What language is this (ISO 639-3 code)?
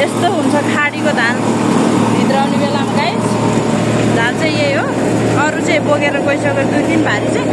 nep